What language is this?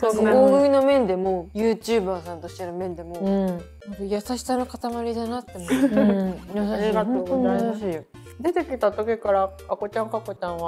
Japanese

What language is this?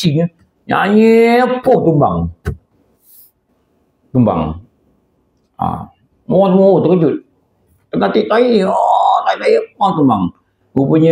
Malay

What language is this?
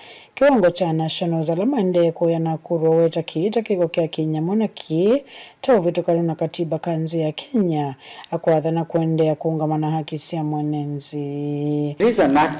Kamba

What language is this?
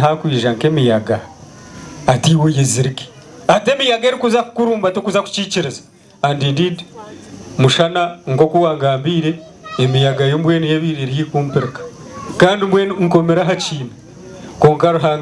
Nyankole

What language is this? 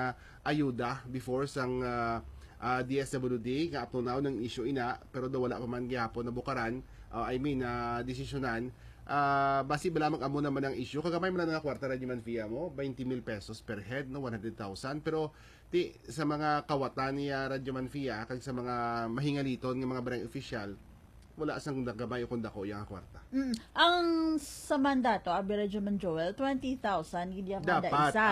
Hiligaynon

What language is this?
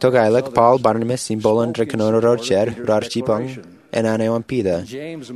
Marshallese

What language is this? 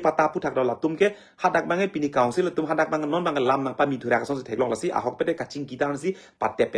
Karbi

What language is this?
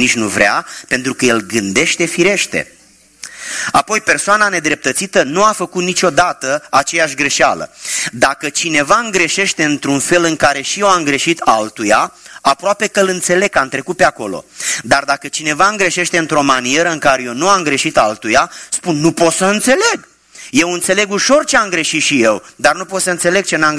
Romanian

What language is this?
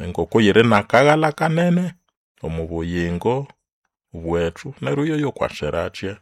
Nande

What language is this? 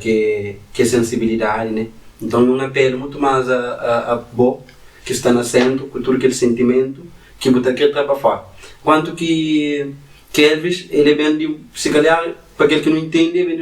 Kabuverdianu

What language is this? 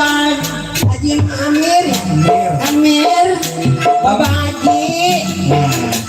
Betawi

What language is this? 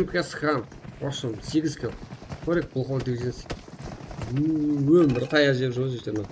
Kara-Kalpak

